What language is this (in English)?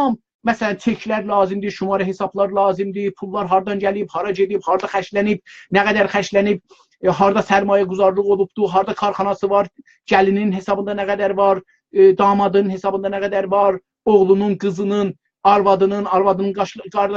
South Azerbaijani